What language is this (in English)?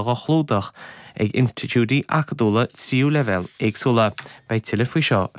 Irish